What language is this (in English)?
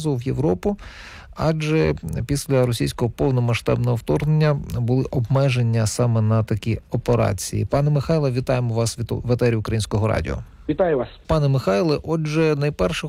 Ukrainian